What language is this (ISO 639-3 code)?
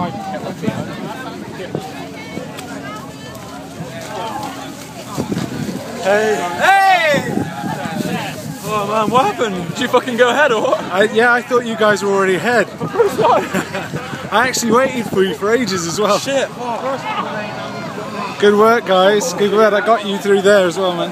eng